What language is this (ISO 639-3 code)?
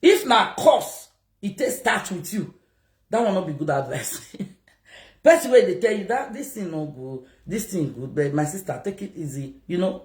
pcm